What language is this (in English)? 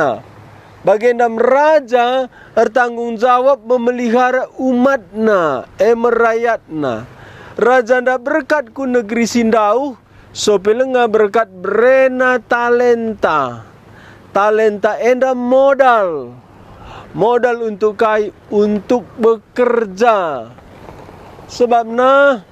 Batak Karo